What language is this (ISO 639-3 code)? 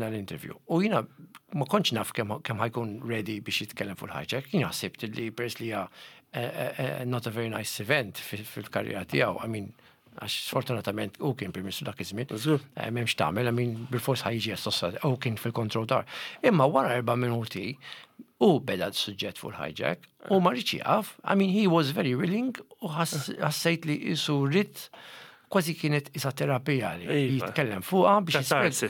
mlt